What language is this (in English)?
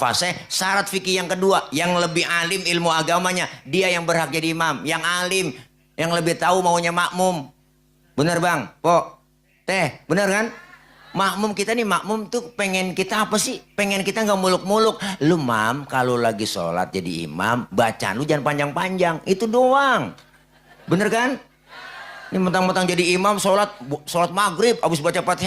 Betawi